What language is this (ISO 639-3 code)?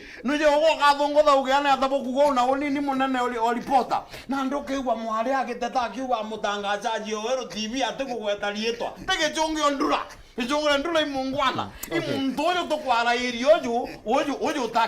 mer